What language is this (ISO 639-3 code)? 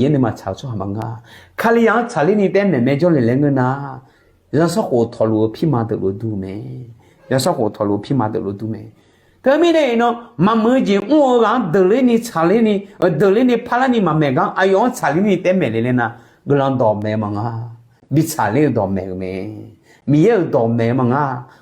ahk